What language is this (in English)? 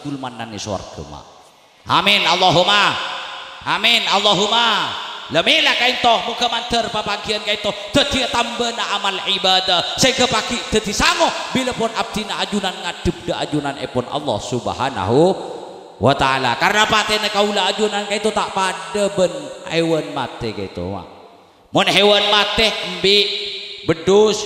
Madurese